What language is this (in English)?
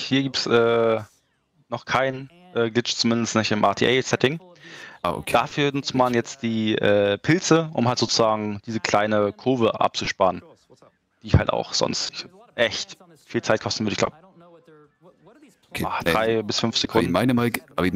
German